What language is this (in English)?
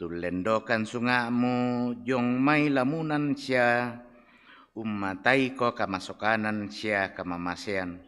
Toraja-Sa'dan